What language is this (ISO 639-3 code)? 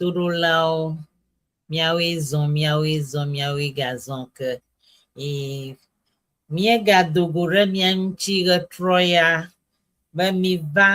ewe